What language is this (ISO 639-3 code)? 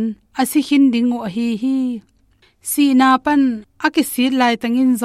ctd